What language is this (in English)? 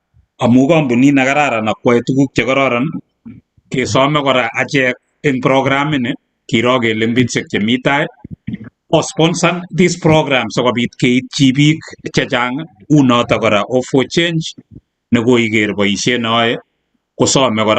Kalenjin